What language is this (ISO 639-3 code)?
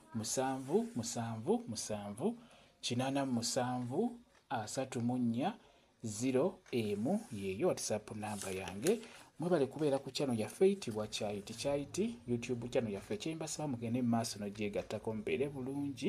lug